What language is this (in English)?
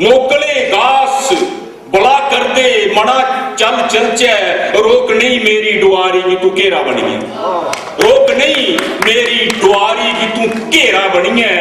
Dogri